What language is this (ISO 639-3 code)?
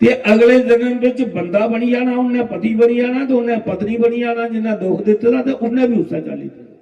doi